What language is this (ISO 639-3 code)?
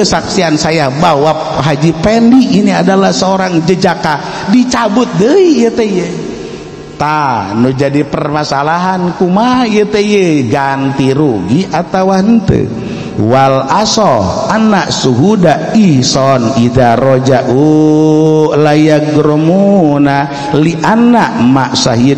sun